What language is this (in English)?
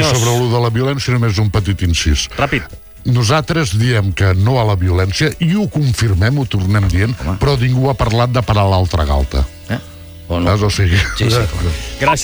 Catalan